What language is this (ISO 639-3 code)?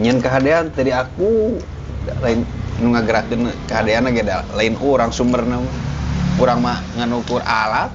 sun